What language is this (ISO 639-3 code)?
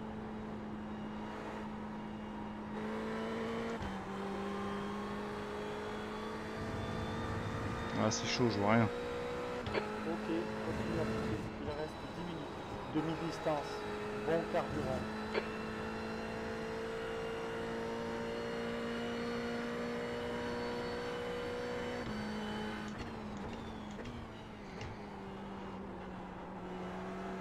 fra